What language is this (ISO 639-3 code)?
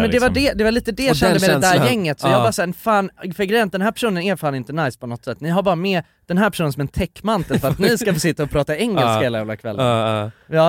swe